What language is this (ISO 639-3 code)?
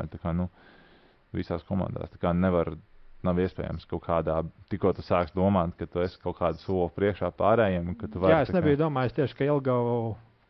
lav